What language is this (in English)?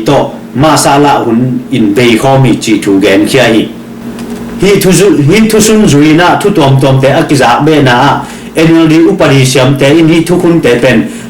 Tedim Chin